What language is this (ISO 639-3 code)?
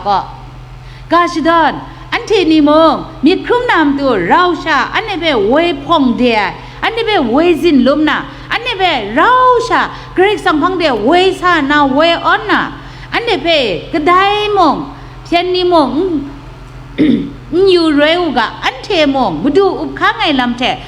kac